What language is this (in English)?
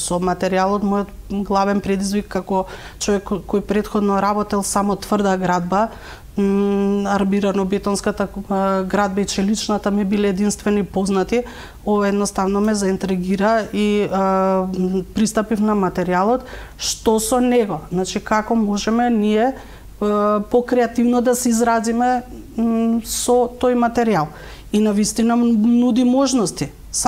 Macedonian